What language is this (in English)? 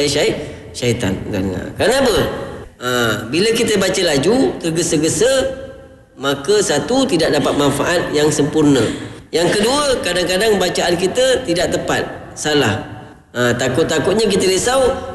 Malay